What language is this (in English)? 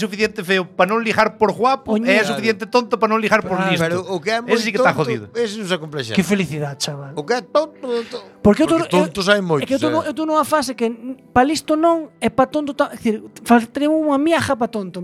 Galician